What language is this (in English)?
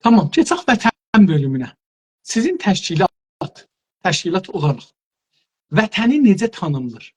South Azerbaijani